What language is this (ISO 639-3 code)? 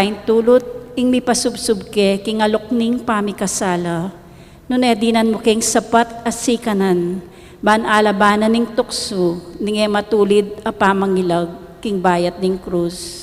pam